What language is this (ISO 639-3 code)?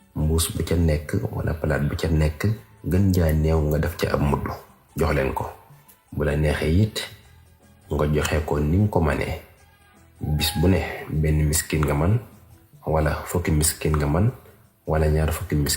wol